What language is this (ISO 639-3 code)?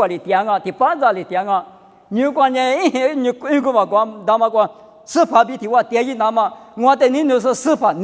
lis